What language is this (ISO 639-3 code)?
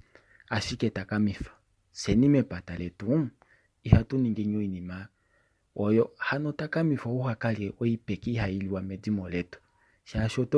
kua